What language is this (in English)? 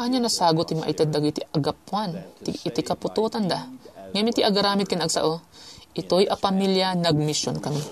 Iloko